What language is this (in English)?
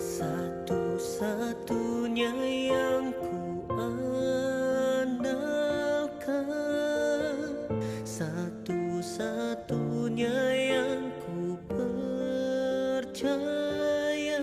Nias